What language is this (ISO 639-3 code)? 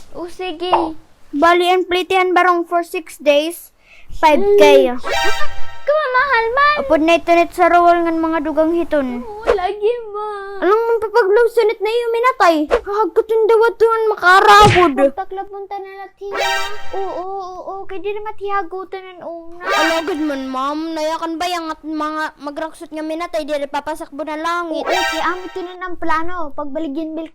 war